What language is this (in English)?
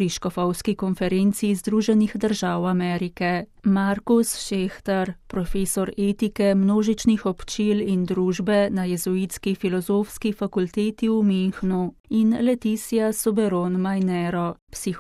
Slovenian